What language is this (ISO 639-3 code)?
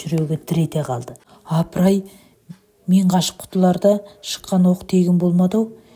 kaz